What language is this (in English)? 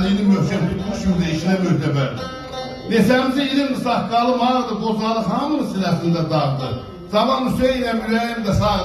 South Azerbaijani